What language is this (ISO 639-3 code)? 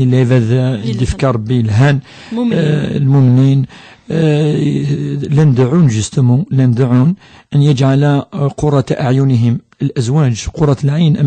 kab